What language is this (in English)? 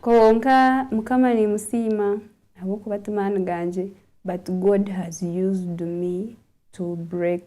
Nyankole